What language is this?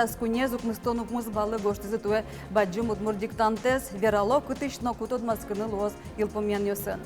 Udmurt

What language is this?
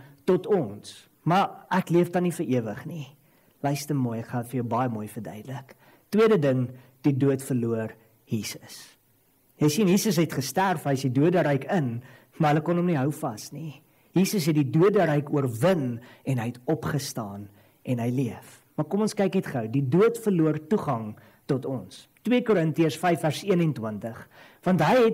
Afrikaans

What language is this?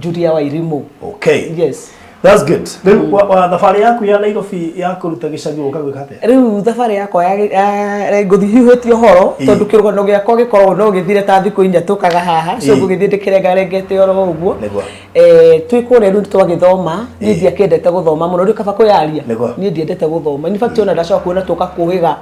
Kikuyu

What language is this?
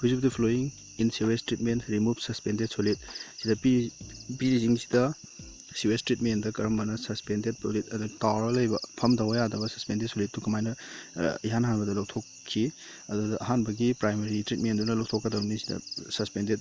Manipuri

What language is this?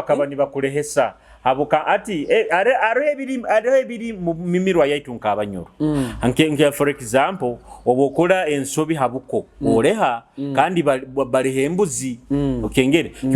Nyoro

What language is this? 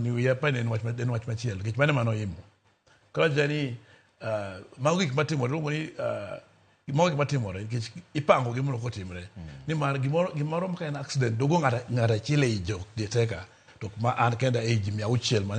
Luo (Kenya and Tanzania)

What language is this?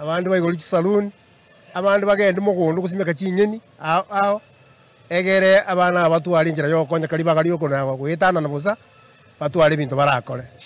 Gusii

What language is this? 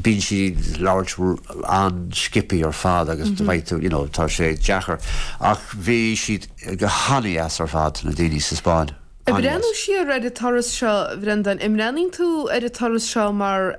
Irish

